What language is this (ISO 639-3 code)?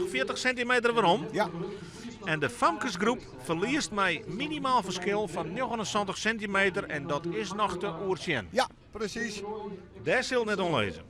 fry